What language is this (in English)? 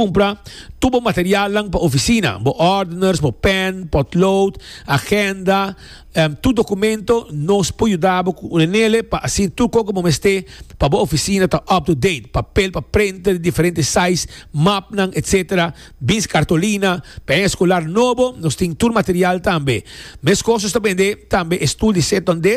Papiamento